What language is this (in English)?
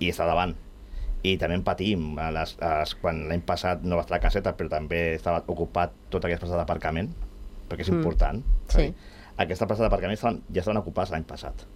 Catalan